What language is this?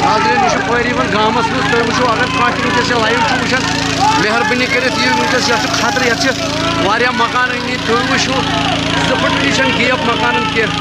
Kashmiri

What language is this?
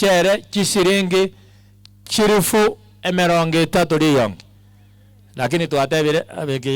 Gusii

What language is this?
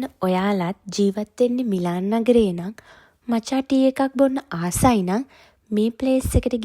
Sinhala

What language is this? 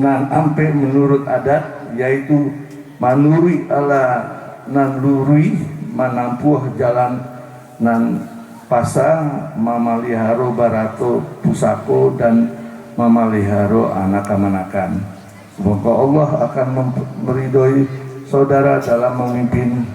Minangkabau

